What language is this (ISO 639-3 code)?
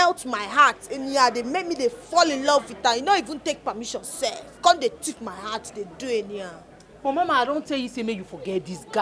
pcm